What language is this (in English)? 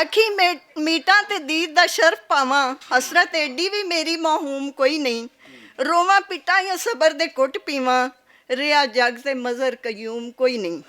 Western Panjabi